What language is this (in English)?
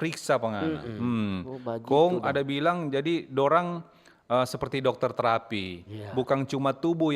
Manado Malay